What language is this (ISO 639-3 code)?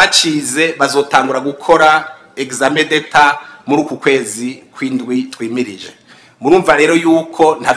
run